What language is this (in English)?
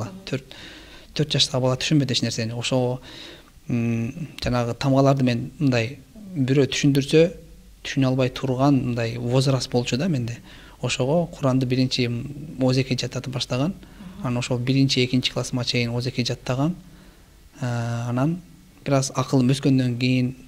Kyrgyz